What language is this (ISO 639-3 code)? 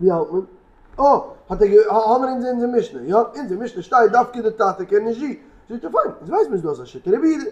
yid